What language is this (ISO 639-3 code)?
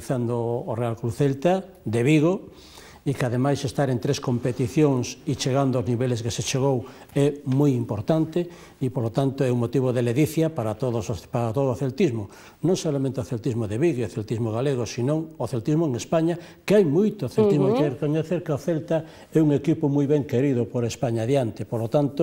glg